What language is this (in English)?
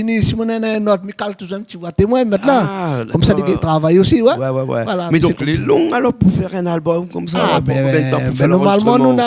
Réunion Creole French